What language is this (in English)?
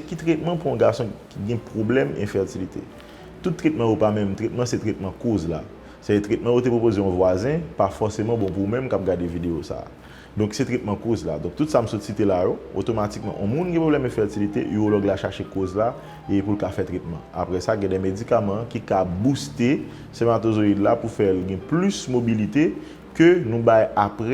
Haitian Creole